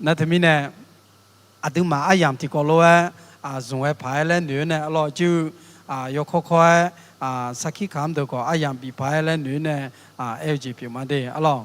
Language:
Akha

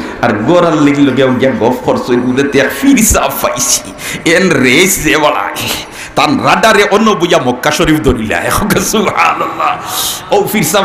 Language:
Sylheti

